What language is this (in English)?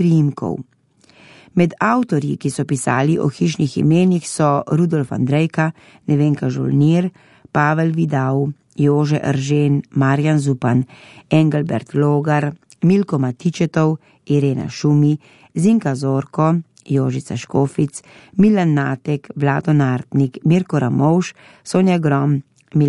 Slovenian